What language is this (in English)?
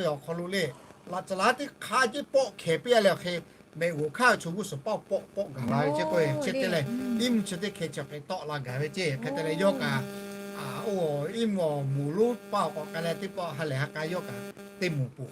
Lahu